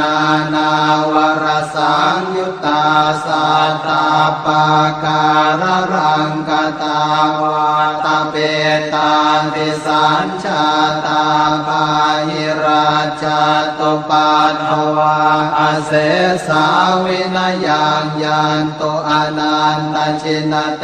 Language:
Pali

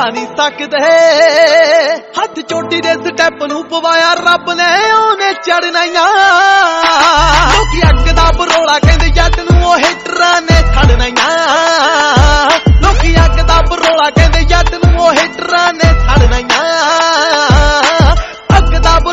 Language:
Punjabi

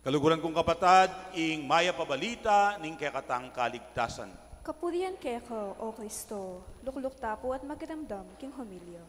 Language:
Pampanga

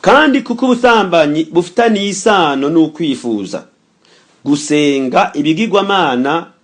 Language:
Rundi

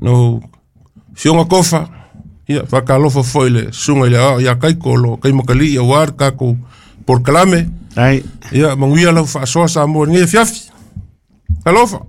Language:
Samoan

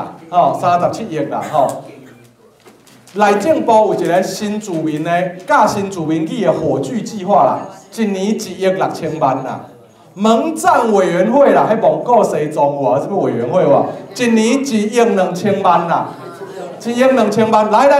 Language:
Chinese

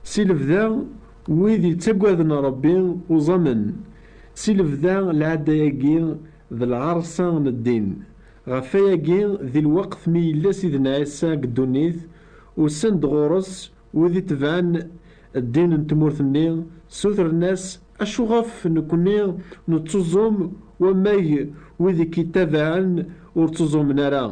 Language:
Kabyle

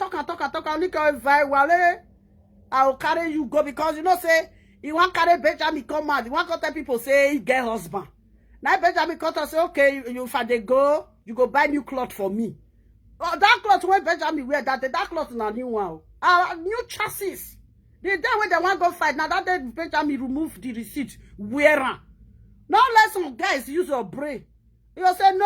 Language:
Nigerian Pidgin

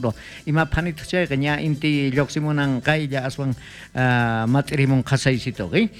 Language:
South Bolivian Quechua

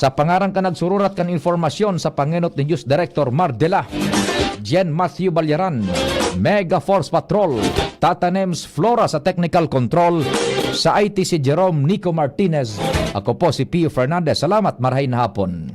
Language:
Bikol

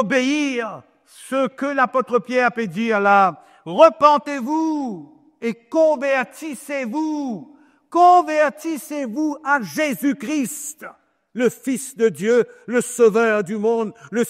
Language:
Morisyen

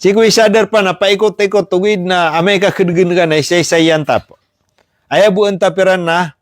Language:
Maranao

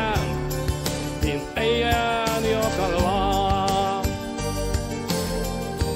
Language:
Hungarian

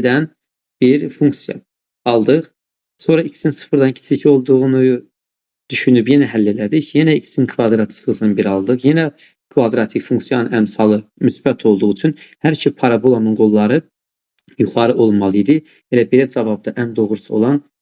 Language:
Azerbaijani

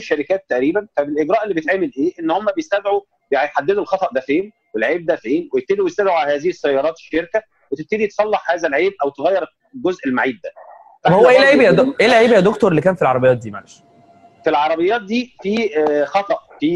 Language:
Egyptian Arabic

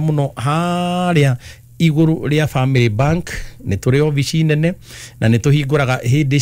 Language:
Kikuyu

